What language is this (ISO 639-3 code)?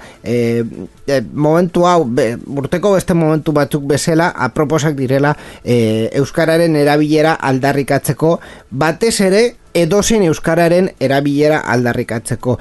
eus